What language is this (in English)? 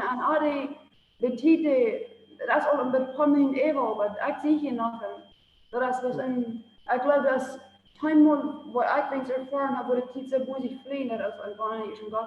Plautdietsch